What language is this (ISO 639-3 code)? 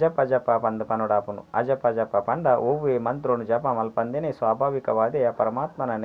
tcy